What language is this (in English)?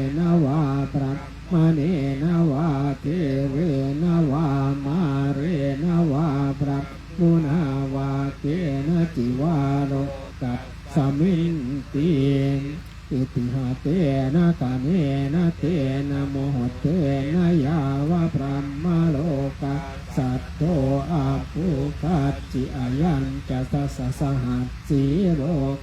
Pali